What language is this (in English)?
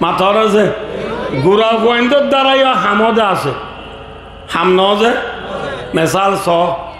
Rohingya